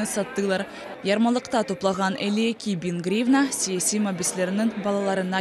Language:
Crimean Tatar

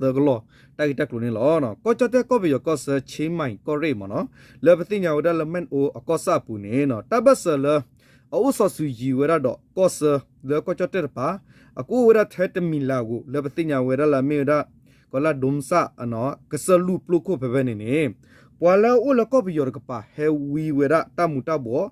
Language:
S'gaw Karen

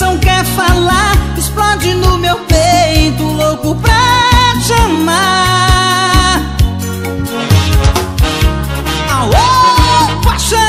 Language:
Portuguese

